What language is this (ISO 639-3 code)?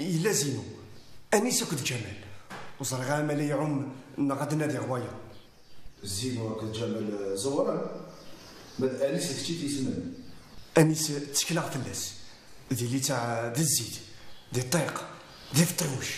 kab